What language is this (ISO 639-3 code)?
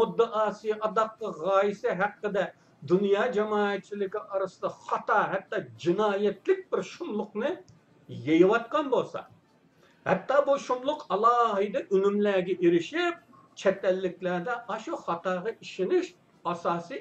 uig